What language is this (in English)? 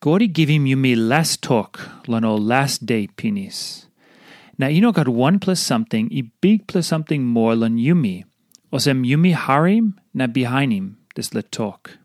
Tok Pisin